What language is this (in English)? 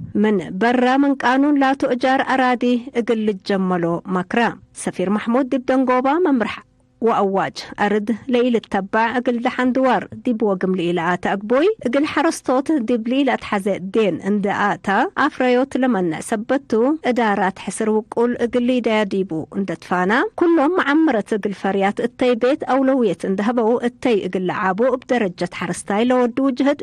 Tigre